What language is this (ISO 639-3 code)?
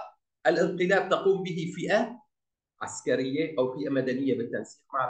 ara